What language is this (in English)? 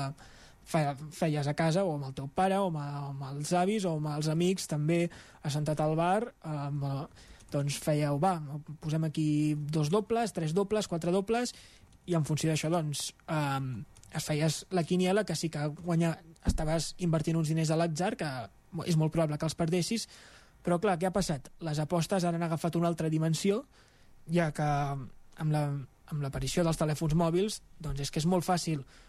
Catalan